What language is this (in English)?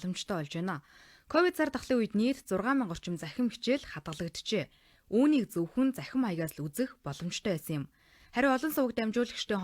Mongolian